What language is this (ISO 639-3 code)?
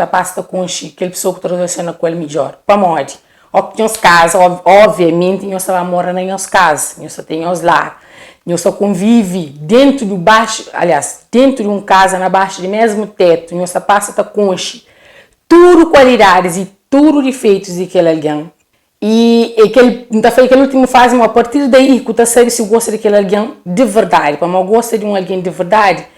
kea